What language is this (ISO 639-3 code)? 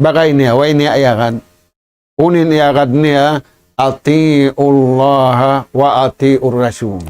tsg